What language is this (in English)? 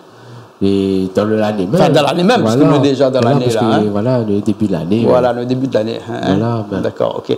Réunion Creole French